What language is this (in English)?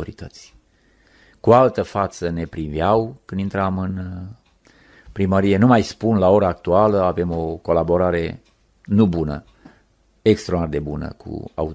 Romanian